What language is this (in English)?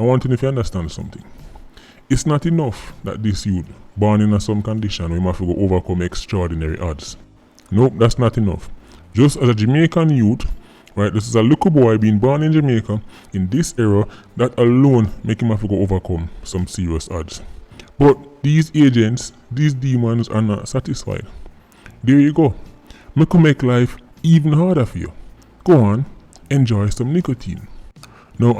Jamaican Creole English